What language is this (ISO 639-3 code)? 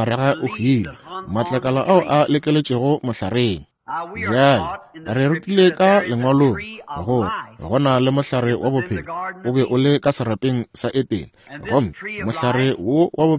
nso